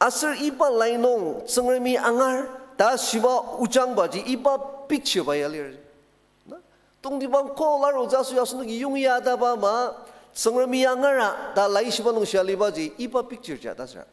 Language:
Ao Naga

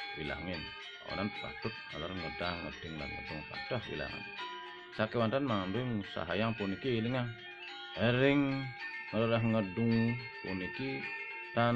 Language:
Balinese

